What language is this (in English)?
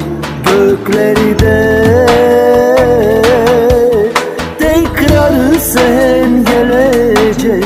Turkish